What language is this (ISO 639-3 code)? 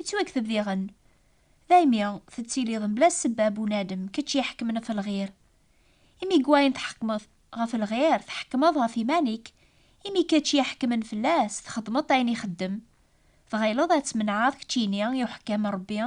kab